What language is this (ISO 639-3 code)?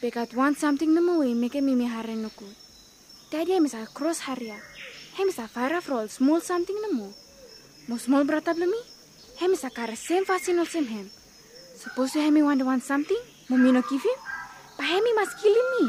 bis